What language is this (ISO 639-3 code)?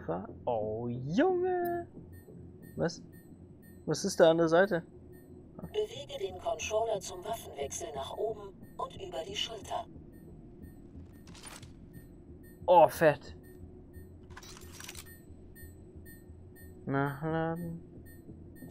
deu